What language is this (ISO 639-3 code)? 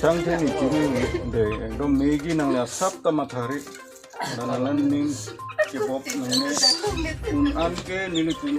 mjw